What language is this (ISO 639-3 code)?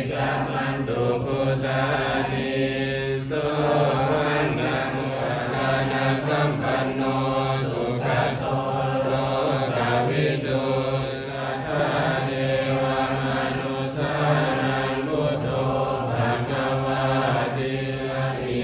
pli